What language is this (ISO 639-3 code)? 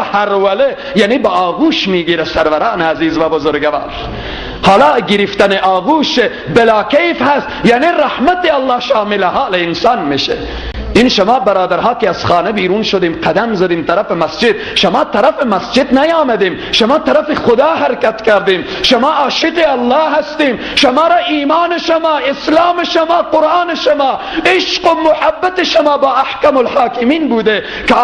fas